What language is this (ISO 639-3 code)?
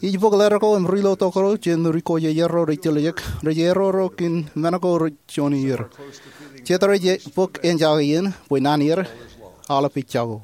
mah